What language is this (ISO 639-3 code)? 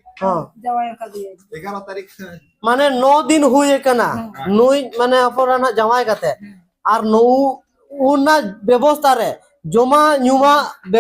sat